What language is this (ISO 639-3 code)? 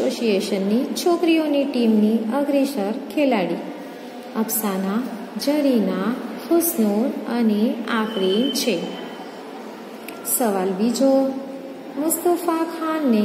guj